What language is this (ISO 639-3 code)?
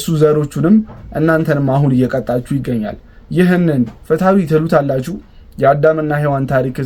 amh